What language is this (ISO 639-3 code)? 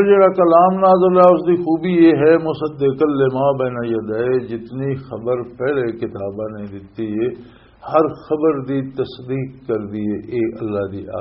lah